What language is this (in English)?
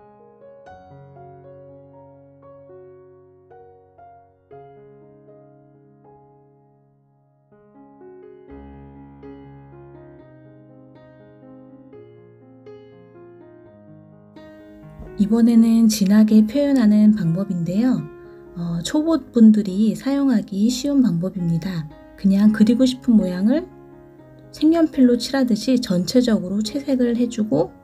Korean